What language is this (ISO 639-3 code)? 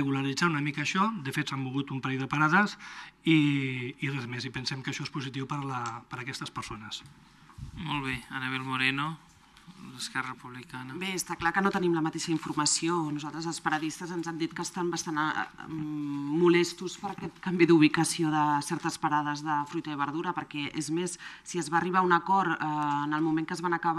cat